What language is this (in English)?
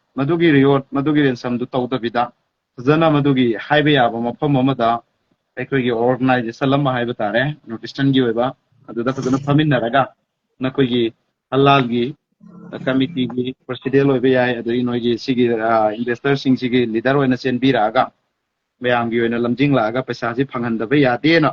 Manipuri